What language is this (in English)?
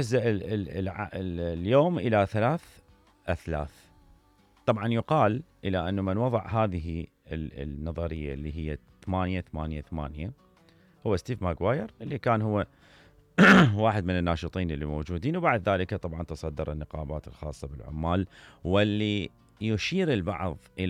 Mesopotamian Arabic